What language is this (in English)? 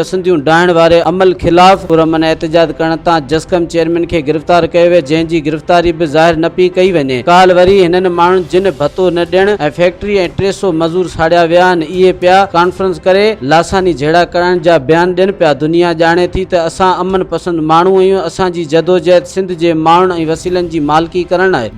Sindhi